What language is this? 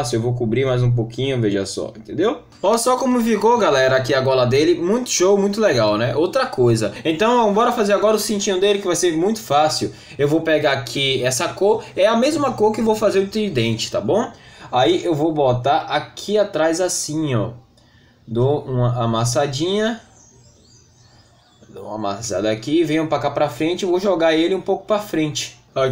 Portuguese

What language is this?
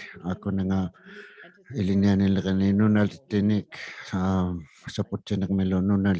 Inuktitut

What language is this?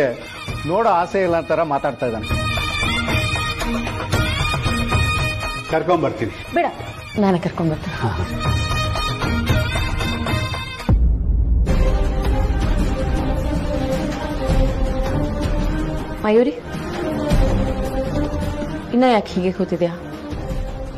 Kannada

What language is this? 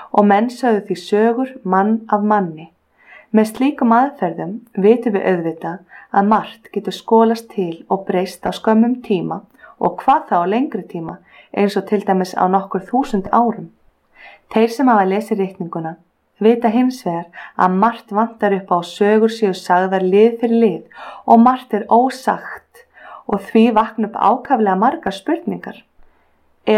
Icelandic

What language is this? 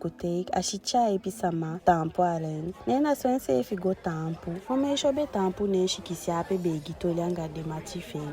Eastern Maroon Creole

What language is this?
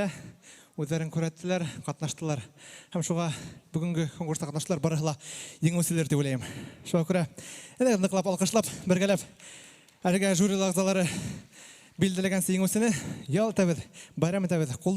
Bashkir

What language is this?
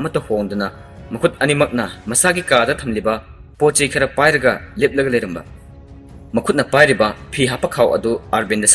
Manipuri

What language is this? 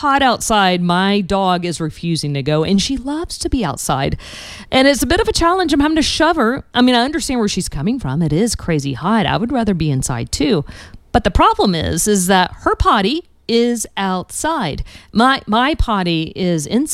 English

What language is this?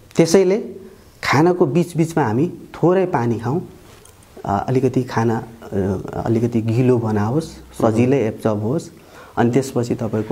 Nepali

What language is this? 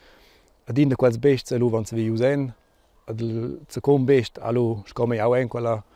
Romansh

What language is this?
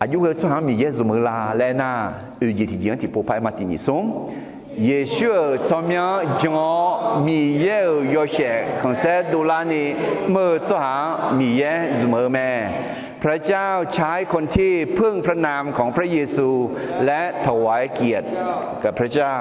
Akha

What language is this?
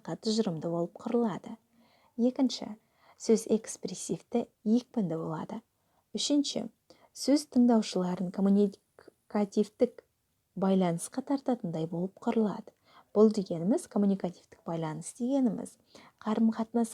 Kazakh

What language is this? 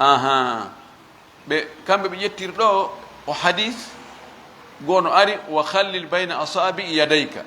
Fula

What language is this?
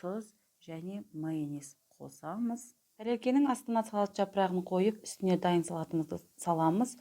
Kazakh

